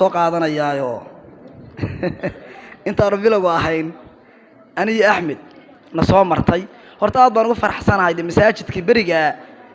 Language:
Somali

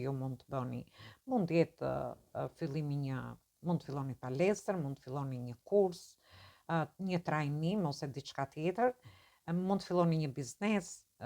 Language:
Albanian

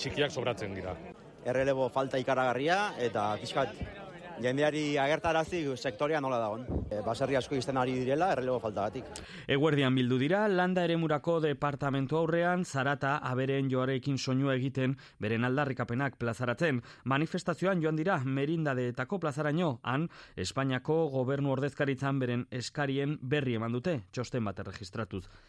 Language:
Basque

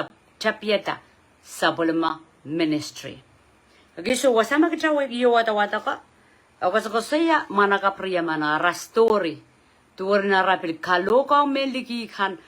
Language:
Pohnpeian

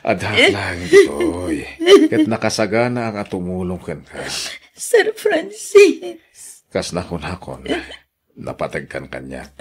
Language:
Iloko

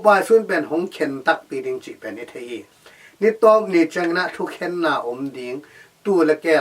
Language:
Tedim Chin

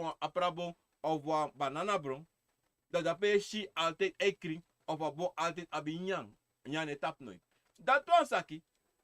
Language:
Sranan Tongo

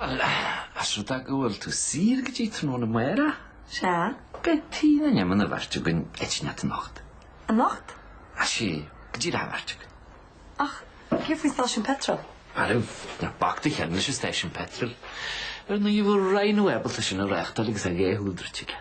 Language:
Irish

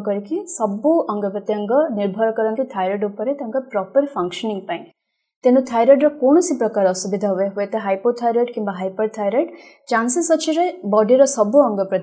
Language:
Odia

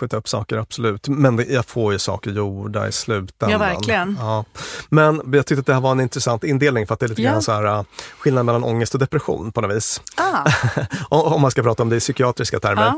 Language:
Swedish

